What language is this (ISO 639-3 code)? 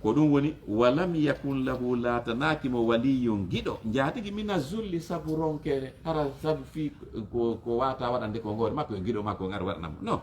ful